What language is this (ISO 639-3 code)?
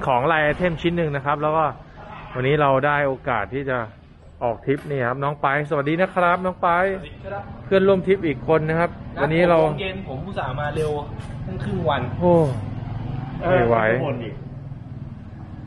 tha